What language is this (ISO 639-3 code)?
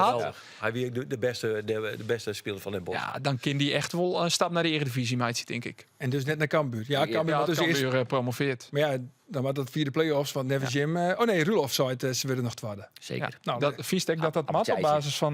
fry